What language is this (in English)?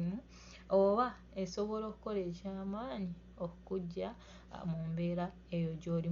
Ganda